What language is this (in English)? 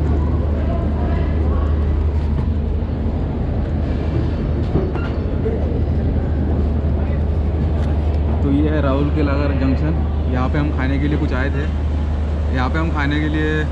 Hindi